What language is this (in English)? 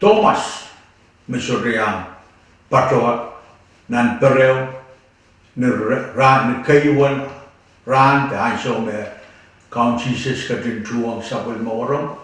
Pohnpeian